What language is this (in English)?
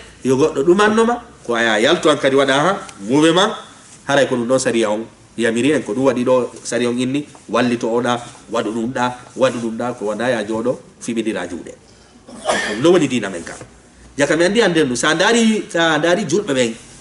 Fula